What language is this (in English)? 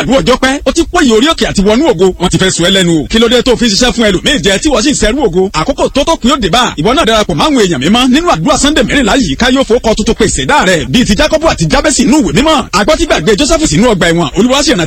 Yoruba